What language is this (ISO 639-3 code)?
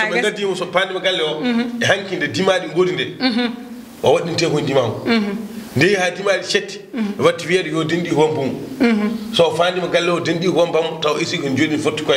ful